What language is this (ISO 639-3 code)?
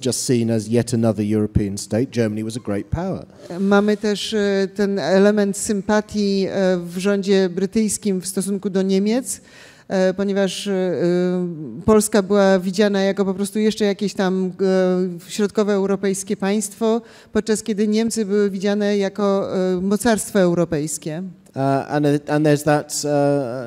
pol